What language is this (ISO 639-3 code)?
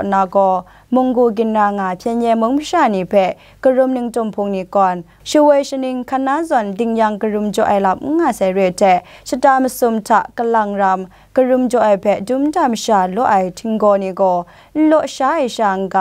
kac